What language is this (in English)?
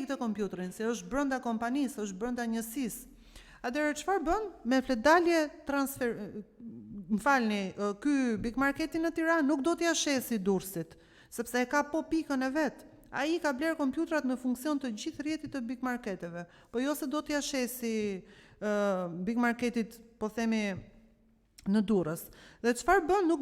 Albanian